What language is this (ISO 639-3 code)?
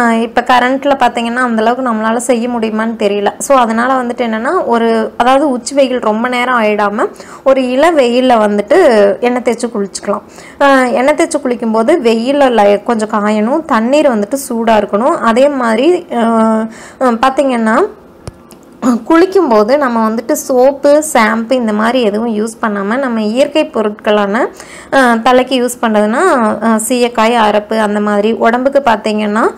tam